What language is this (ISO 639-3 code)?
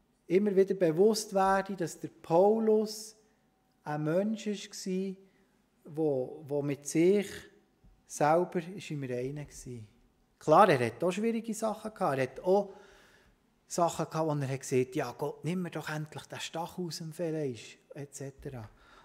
gsw